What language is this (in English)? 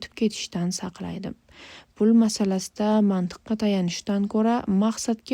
Uzbek